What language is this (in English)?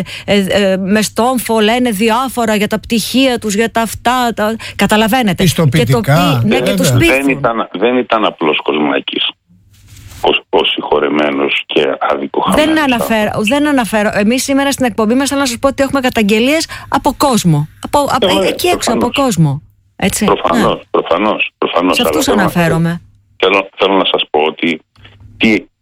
Greek